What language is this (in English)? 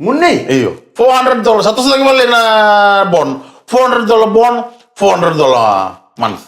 Fijian